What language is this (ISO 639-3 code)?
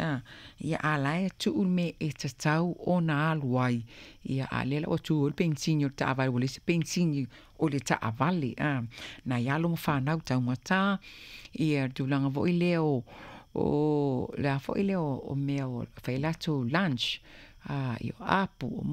smo